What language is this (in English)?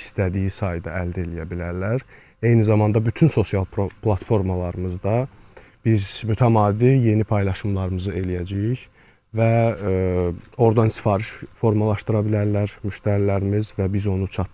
Azerbaijani